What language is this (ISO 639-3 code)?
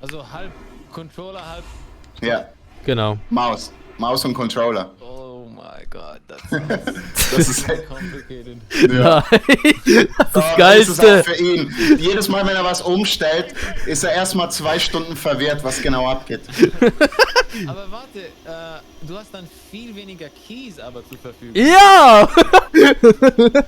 gsw